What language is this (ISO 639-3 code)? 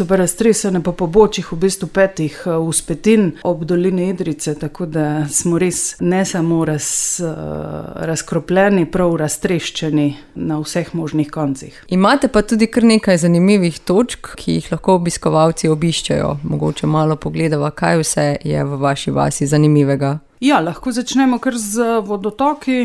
slv